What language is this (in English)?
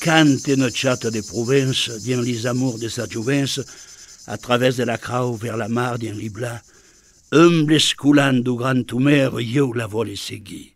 Occitan